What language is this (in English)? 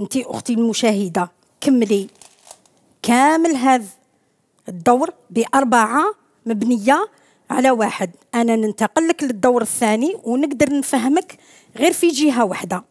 Algerian Arabic